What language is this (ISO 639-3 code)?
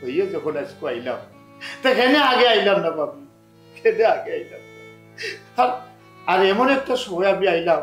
syl